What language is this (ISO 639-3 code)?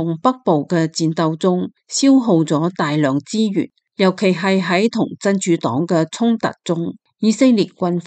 yue